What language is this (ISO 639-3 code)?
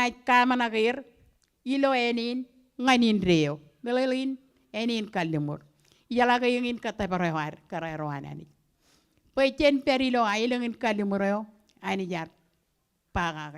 mah